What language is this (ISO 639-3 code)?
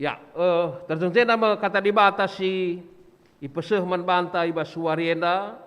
btx